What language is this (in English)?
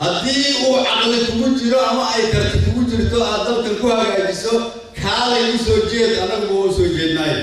Somali